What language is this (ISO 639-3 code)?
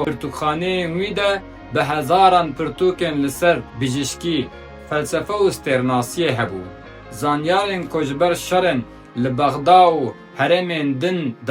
kur